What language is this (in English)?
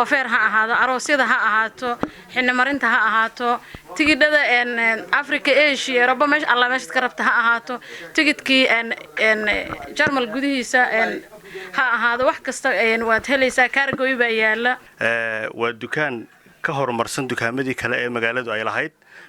Somali